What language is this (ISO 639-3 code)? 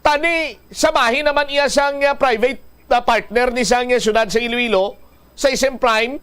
hil